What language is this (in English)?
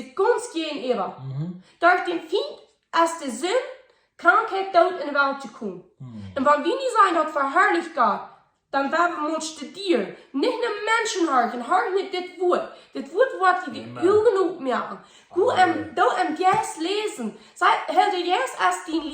Plautdietsch